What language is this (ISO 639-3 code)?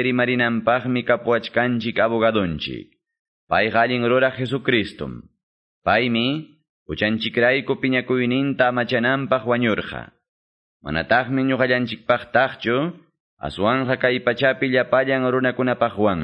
que